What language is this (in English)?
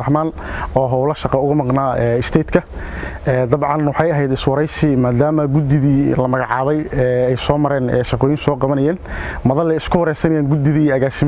Somali